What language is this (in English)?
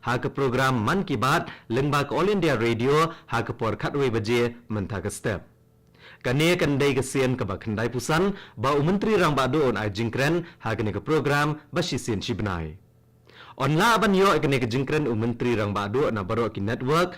Khasi